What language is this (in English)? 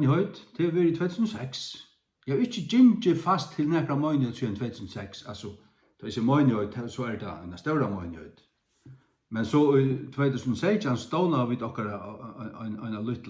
Faroese